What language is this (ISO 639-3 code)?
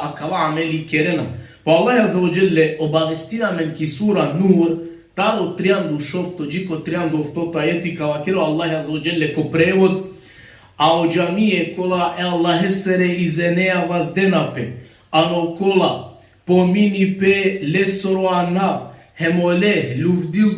rmn